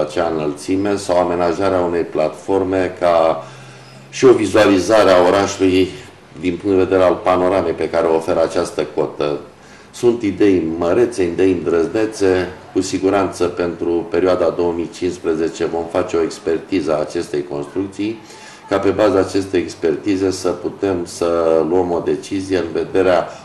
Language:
Romanian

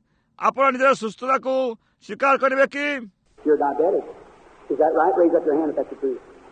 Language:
Odia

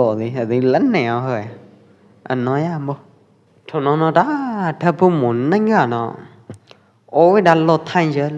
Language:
Pwo Eastern Karen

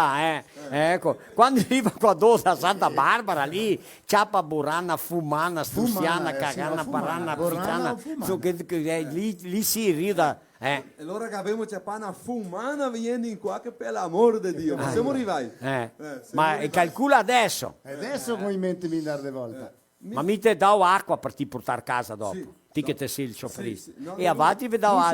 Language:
Venetian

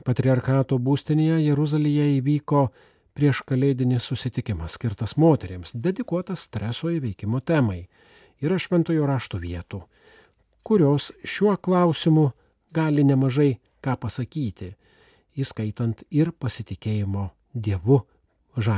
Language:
Lithuanian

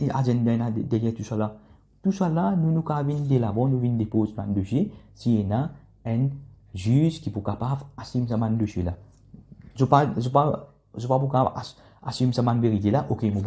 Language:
Morisyen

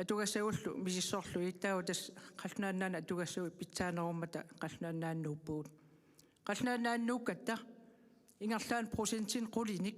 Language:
Kalaallisut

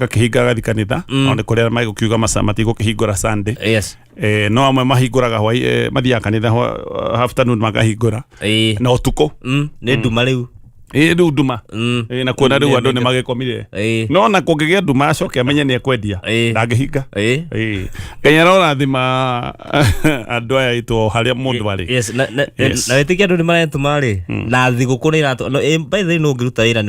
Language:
Kikuyu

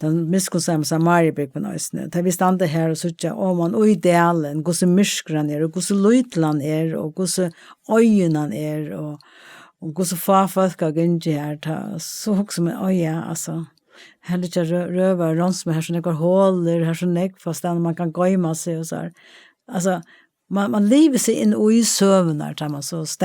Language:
Faroese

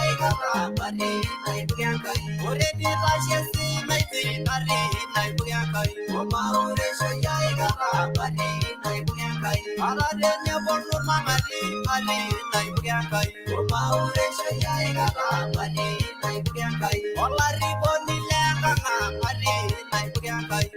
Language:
Masai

